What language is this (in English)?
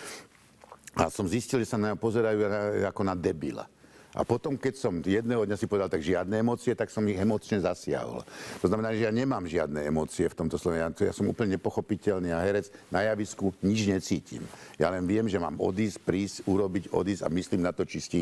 Slovak